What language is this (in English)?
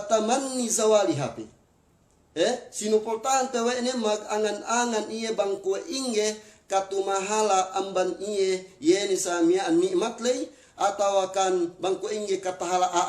Yakan